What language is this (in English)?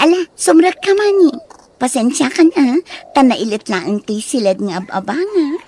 Iloko